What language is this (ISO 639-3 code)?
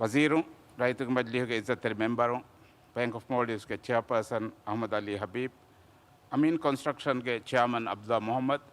div